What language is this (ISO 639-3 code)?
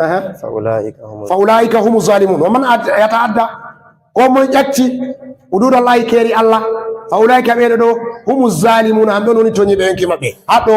ful